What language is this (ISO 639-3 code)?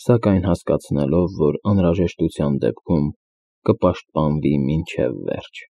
hye